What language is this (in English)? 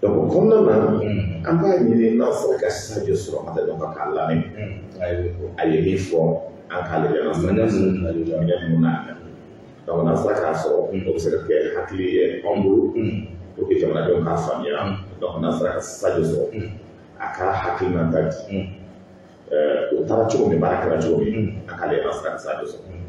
Bambara